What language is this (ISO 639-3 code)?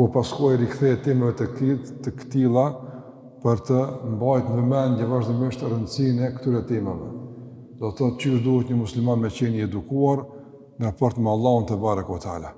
sqi